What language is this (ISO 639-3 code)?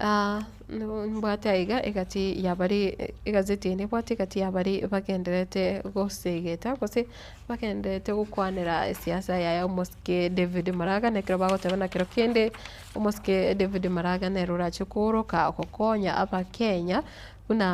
guz